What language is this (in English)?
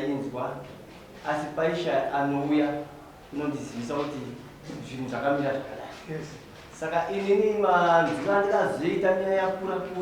Shona